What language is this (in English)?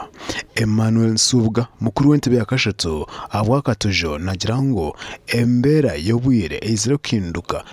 Nyankole